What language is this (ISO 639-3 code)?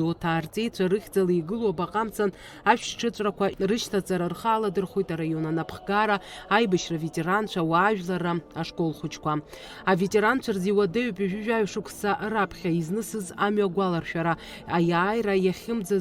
abk